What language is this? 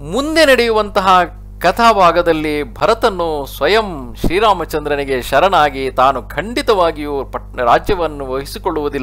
Kannada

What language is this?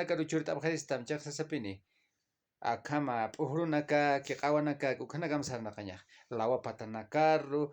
Aymara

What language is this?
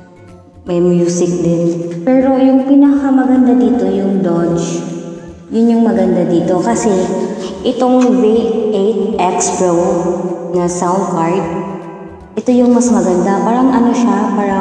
Filipino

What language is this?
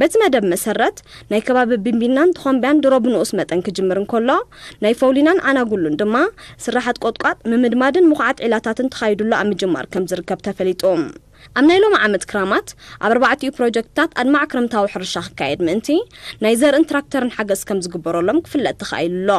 Tigrinya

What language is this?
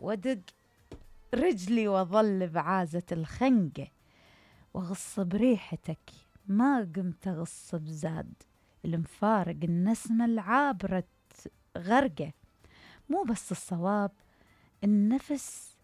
Mesopotamian Arabic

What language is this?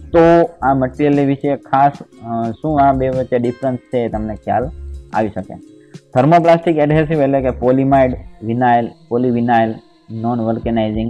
Gujarati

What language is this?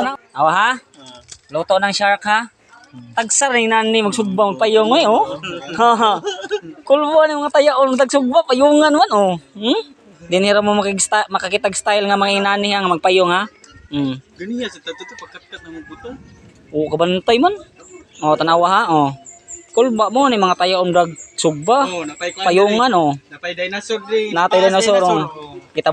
Cebuano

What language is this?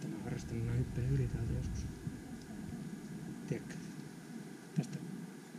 Finnish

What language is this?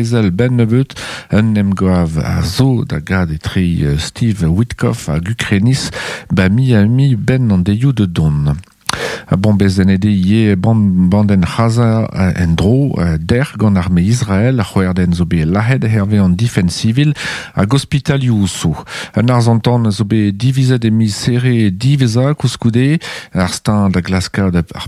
Breton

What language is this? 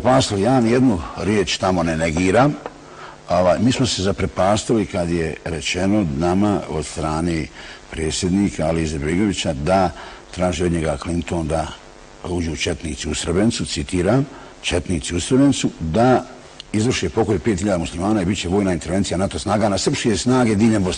Bosnian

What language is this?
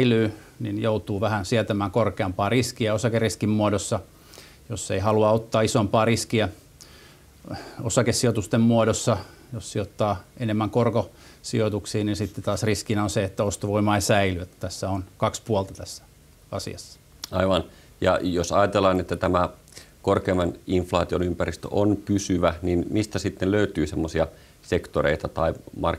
Finnish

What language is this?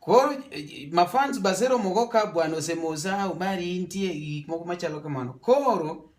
Luo (Kenya and Tanzania)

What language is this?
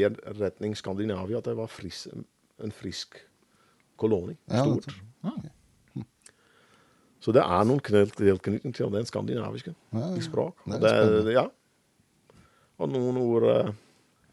Norwegian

